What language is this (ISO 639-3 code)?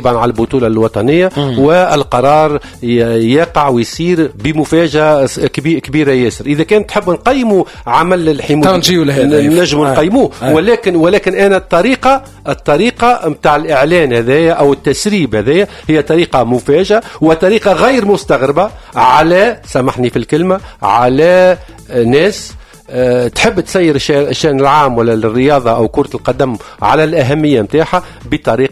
aeb